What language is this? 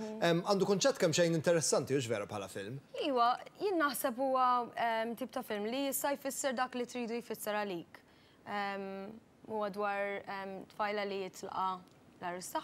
Maltese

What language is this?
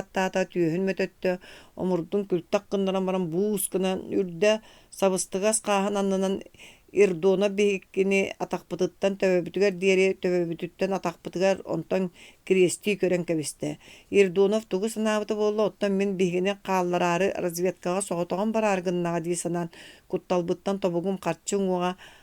Yakut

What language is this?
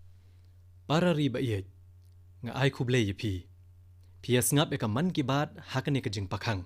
Khasi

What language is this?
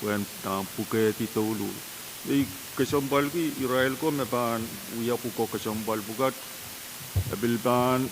Pohnpeian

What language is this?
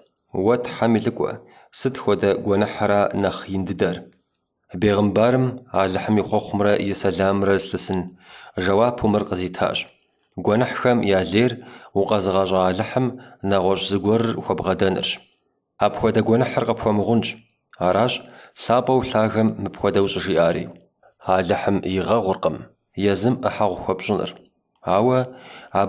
Kabardian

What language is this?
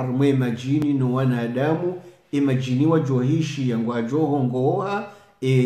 Swahili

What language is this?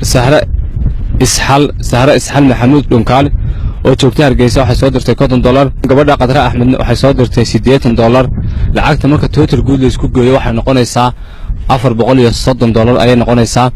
Somali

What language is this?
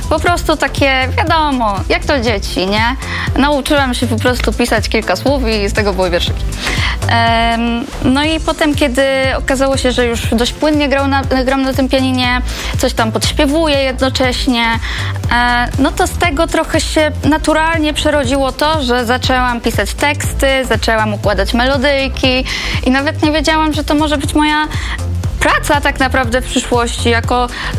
Polish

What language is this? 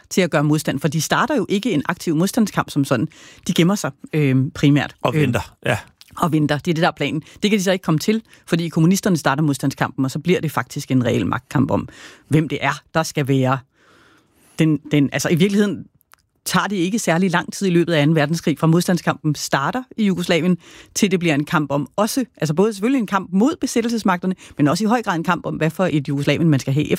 Danish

